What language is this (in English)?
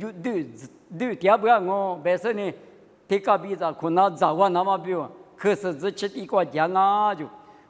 Lisu